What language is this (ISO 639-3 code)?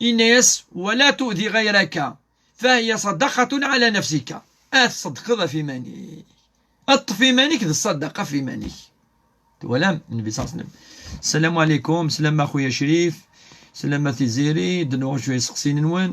kab